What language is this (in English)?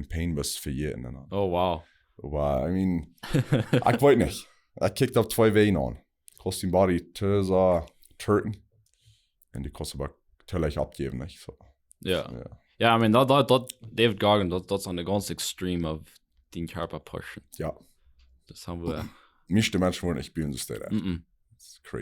Plautdietsch